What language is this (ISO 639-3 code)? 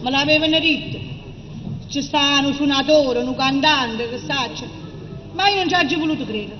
nap